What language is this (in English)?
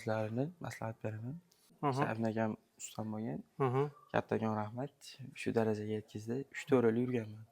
Uzbek